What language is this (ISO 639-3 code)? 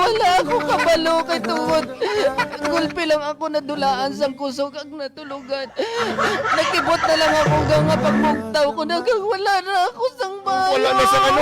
hil